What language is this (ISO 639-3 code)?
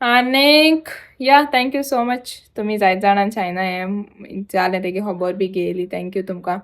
kok